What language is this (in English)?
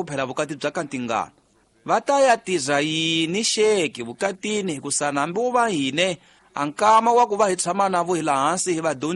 Tsonga